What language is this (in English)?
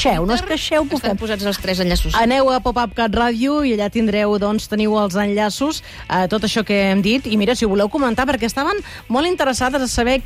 Catalan